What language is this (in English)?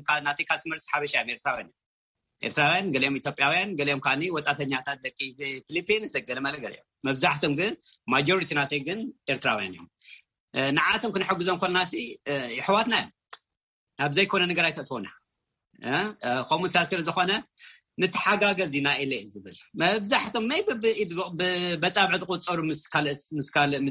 Tigrinya